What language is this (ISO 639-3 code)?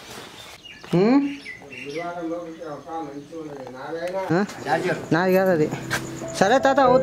tel